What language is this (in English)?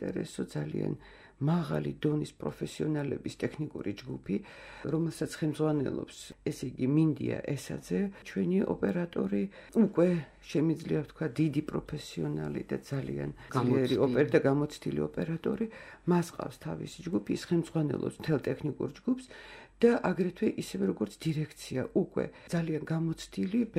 Georgian